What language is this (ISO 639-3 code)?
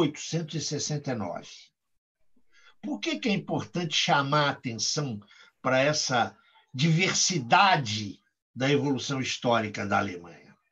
por